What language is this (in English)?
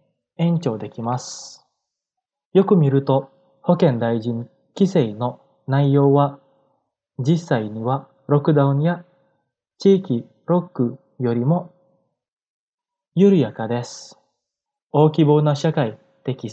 Japanese